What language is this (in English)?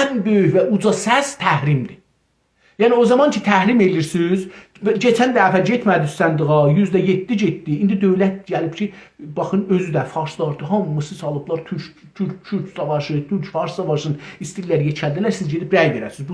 South Azerbaijani